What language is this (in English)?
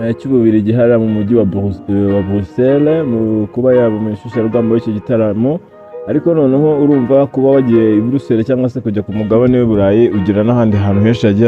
Kinyarwanda